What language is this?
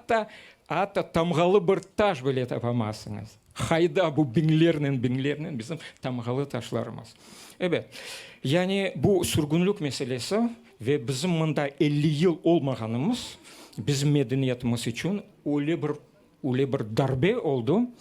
Crimean Tatar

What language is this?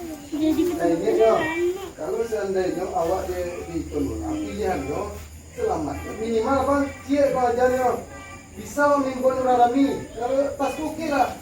Minangkabau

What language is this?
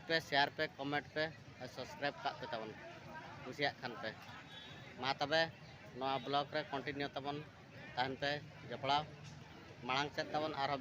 Santali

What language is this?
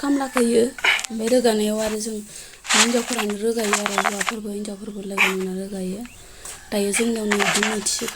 Bodo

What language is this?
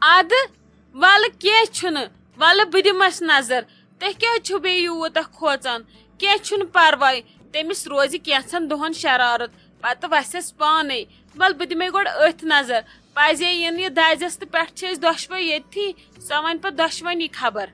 Kashmiri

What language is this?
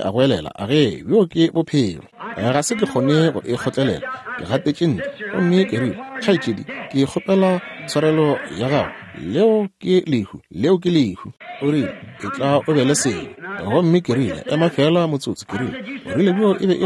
Northern Sotho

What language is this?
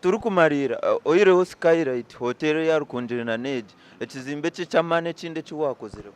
Nyankole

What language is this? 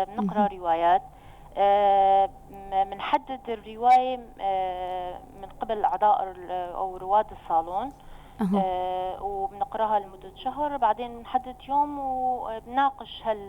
North Levantine Arabic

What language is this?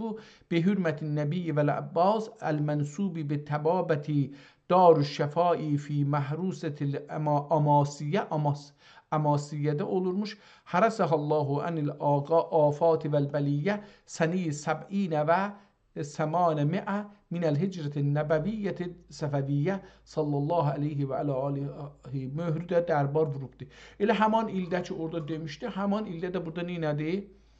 South Azerbaijani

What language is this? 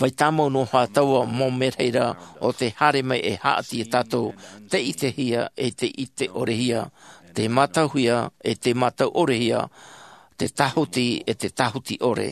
Tahitian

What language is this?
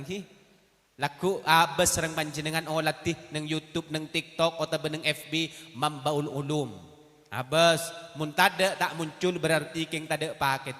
Madurese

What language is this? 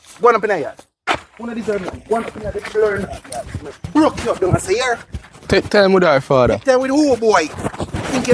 Jamaican Creole English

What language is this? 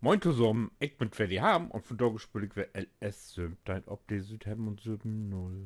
Low German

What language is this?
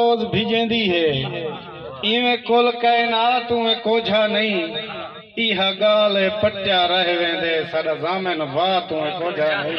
Saraiki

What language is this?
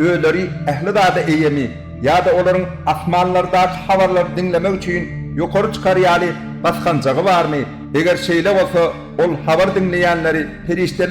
Turkmen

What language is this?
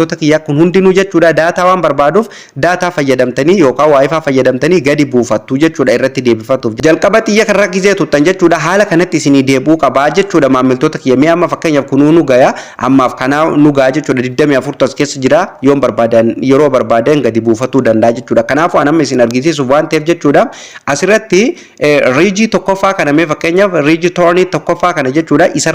Oromo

